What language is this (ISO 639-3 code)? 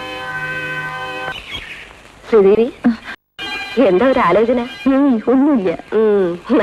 mal